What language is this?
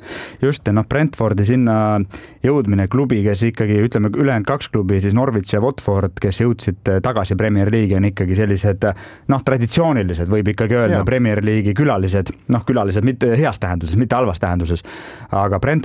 Estonian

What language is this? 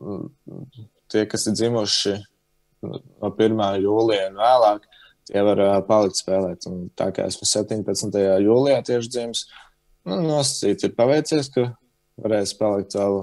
Latvian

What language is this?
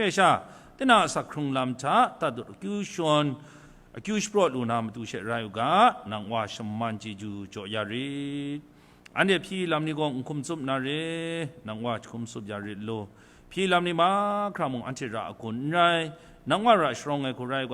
Kachin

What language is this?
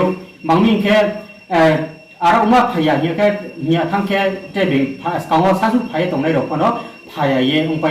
Riang (India)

